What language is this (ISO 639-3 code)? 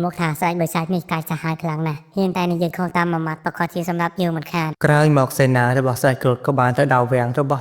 khm